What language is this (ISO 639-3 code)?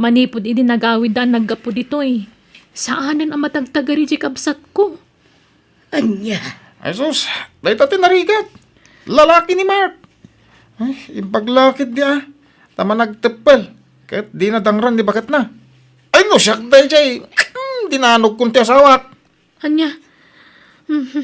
ilo